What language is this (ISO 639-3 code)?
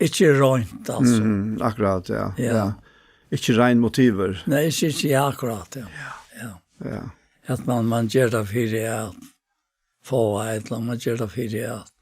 fao